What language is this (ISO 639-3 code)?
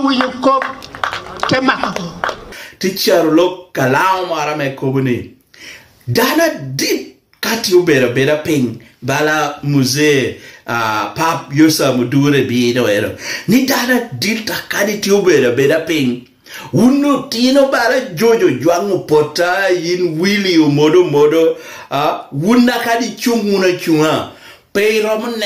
laj